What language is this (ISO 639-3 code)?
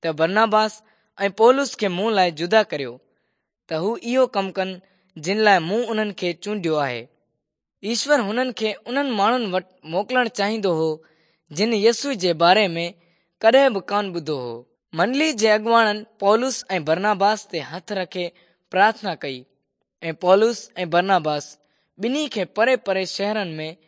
snd